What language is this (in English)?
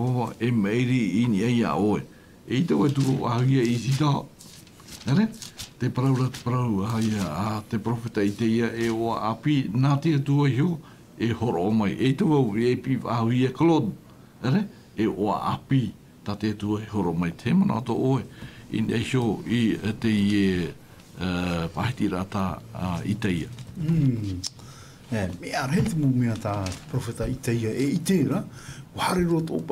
Tahitian